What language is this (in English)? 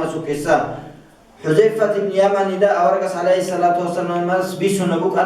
Avaric